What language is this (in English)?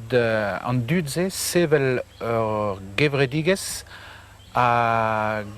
Breton